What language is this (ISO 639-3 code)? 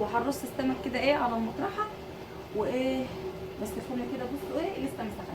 arz